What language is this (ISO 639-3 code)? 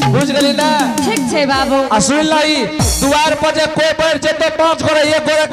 anp